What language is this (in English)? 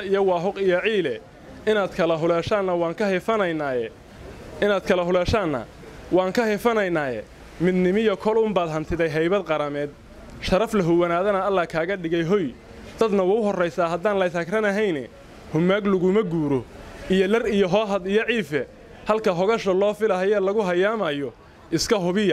Somali